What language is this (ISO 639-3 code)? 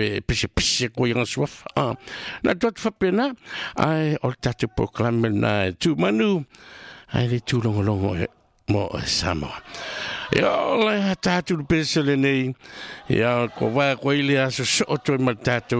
smo